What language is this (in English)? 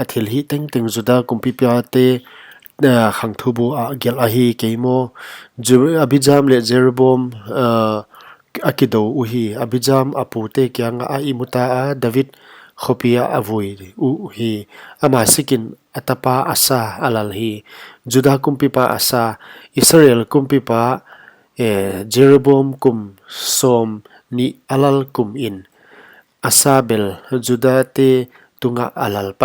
Paite Chin